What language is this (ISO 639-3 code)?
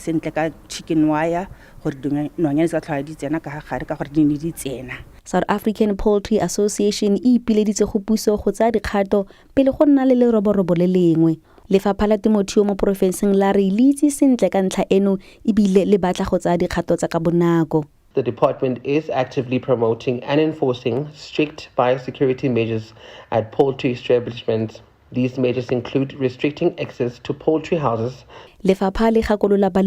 tsn